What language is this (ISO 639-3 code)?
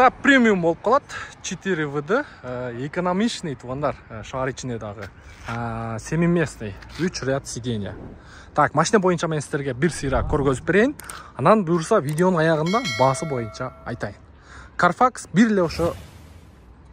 kir